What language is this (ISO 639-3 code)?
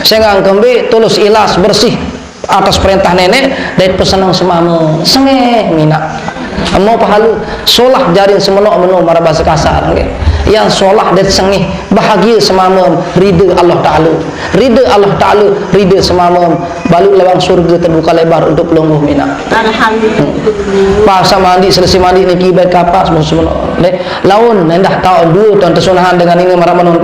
sas